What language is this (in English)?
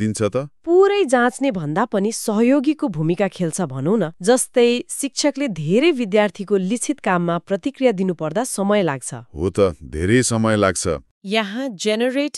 Nepali